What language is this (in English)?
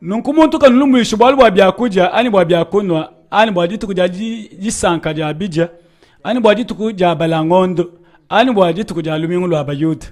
Luba-Lulua